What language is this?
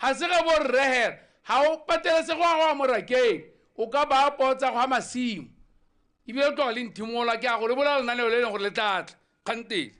Tswana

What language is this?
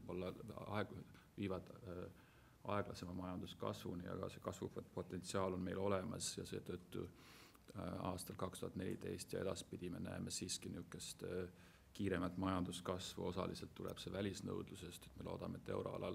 Estonian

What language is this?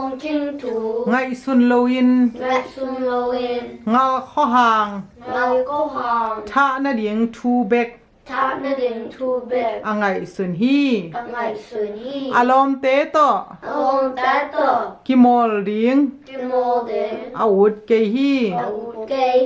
Tedim Chin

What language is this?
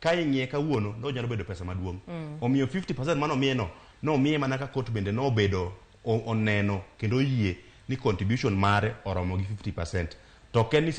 Luo (Kenya and Tanzania)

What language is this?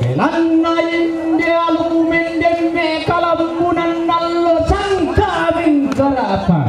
Toraja-Sa'dan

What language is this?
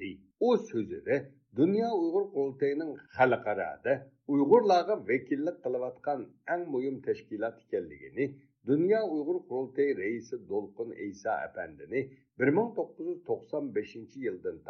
Uyghur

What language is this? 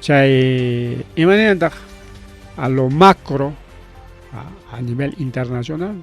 Ayacucho Quechua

